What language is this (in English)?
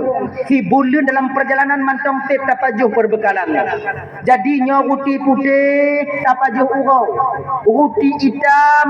Achinese